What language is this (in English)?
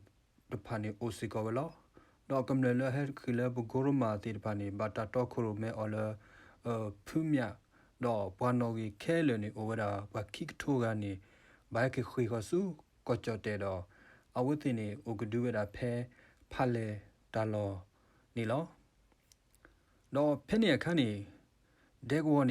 S'gaw Karen